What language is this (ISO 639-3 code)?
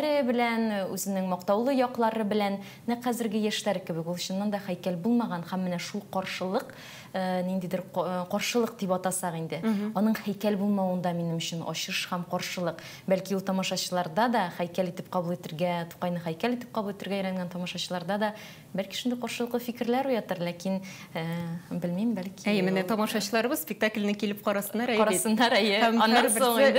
tat